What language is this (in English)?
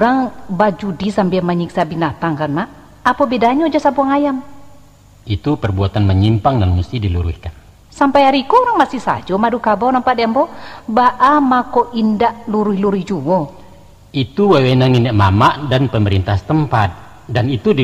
Minangkabau